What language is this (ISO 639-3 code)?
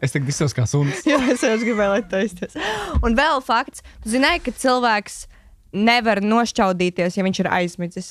lav